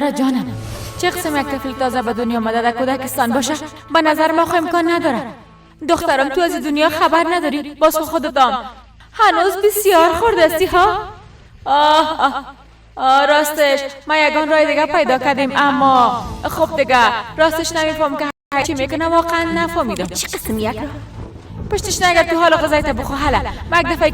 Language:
Persian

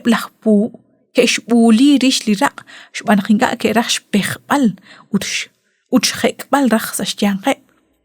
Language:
Kekchí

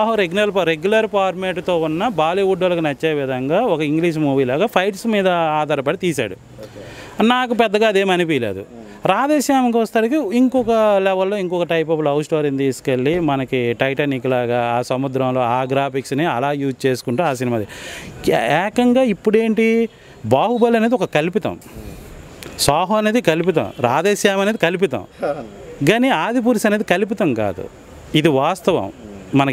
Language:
Telugu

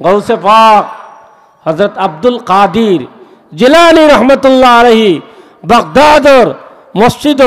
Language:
Sylheti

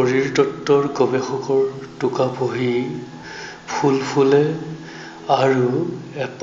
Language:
Assamese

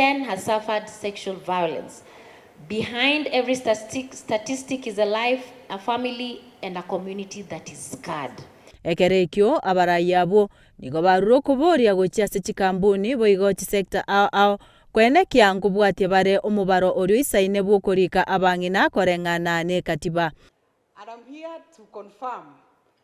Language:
Gusii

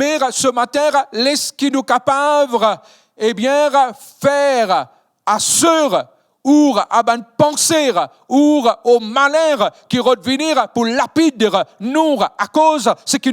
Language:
Morisyen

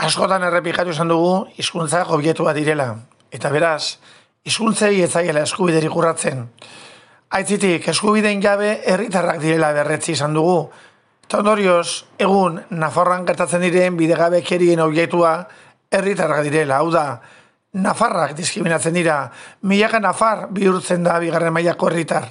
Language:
Basque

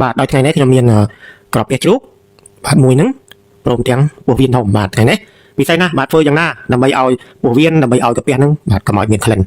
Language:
Khmer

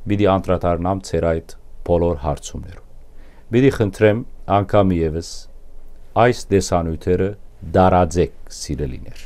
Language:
Western Armenian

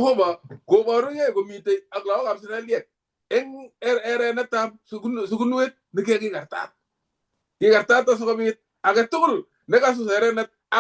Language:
Kalenjin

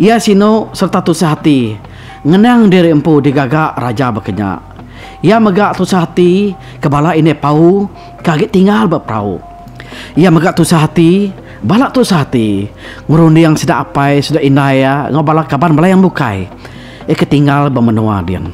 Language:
Iban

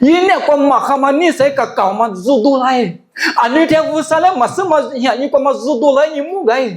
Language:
Lisu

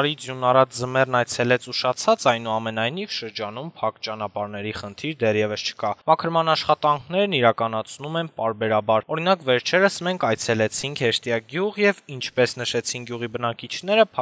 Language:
Armenian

